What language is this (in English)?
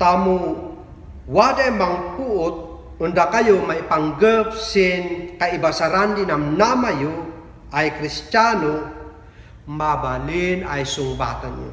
Kankanaey